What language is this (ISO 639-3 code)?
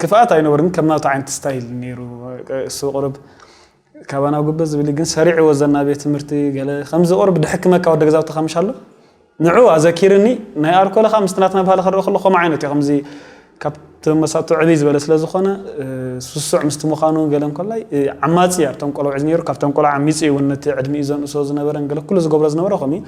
tir